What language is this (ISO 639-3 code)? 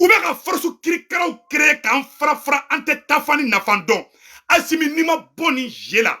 bam